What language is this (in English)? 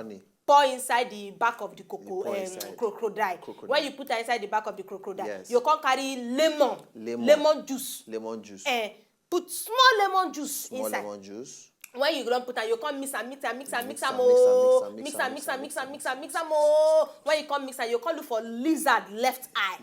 Nigerian Pidgin